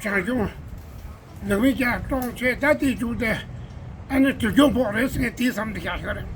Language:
Tibetan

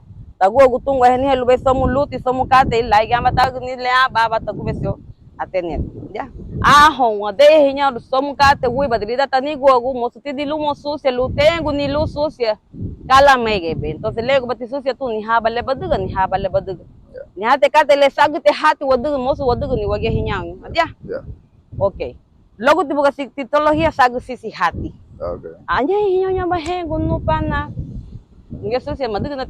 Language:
Garifuna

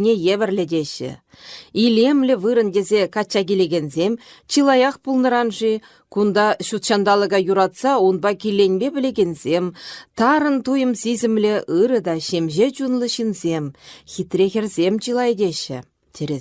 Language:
Chuvash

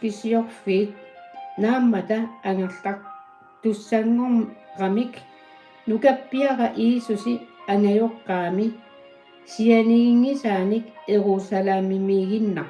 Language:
Kalaallisut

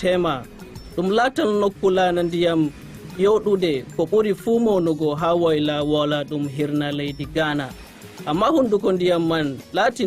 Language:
Nigerian Fulfulde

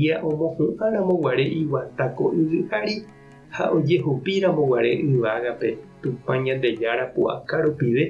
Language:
Guarani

